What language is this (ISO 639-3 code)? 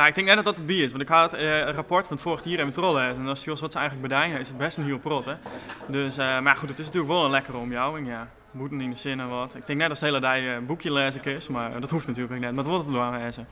fry